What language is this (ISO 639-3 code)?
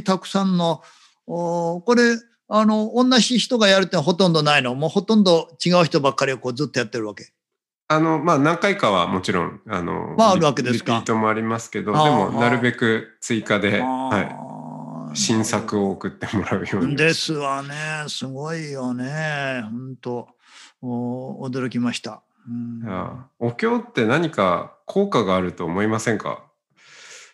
jpn